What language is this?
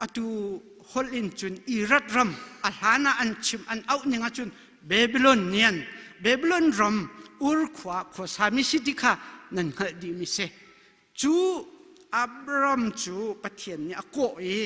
Hakha Chin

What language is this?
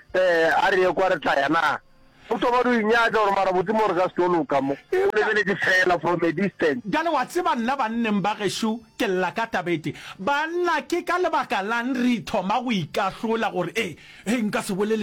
Northern Sotho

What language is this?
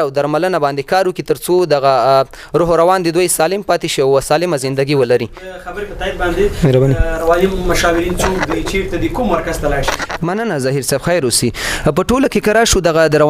Pashto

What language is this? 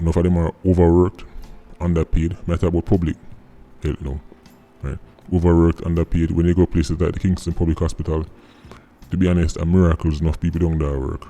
Jamaican Creole English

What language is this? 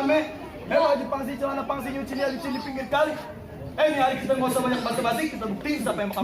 Betawi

